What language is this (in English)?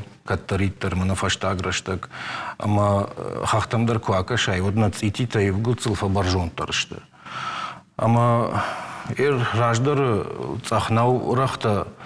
Ossetic